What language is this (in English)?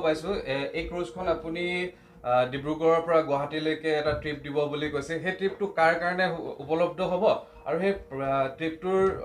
Assamese